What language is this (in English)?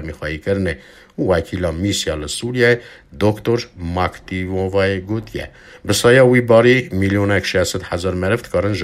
Kurdish